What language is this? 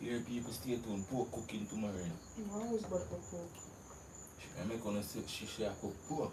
Jamaican Creole English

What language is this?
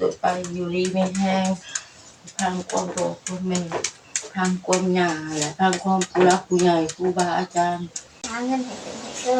Northeastern Thai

